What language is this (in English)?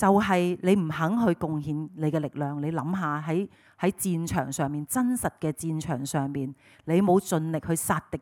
Cantonese